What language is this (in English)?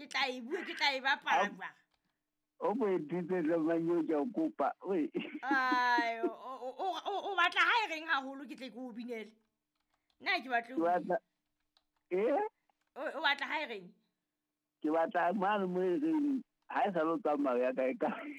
Southern Sotho